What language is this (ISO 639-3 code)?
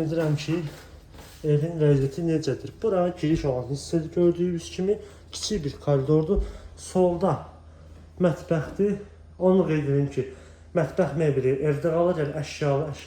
aze